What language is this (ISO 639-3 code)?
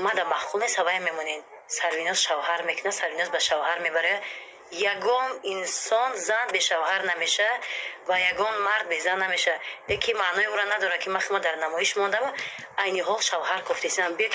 tgk